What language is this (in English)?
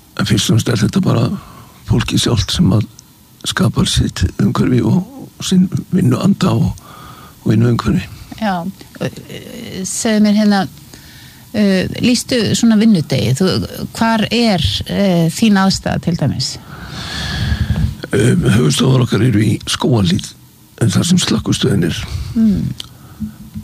Icelandic